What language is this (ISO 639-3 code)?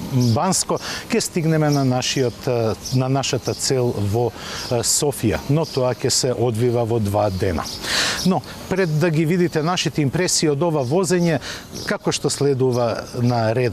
mkd